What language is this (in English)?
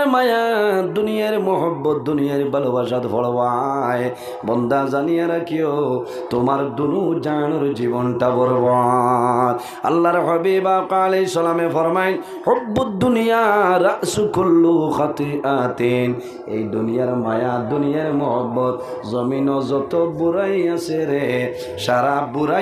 Sylheti